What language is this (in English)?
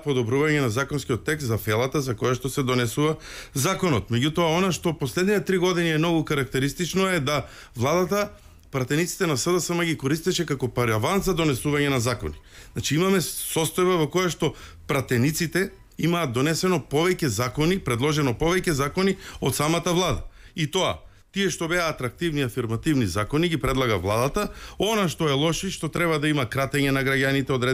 Macedonian